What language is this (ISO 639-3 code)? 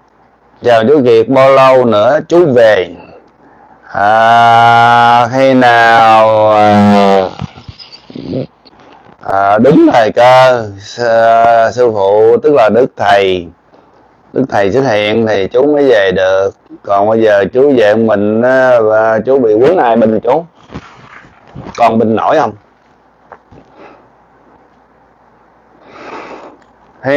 vie